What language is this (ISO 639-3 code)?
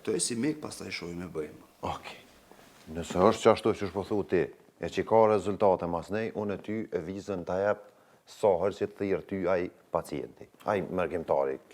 sqi